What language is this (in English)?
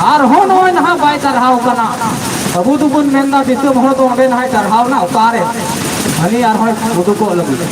Santali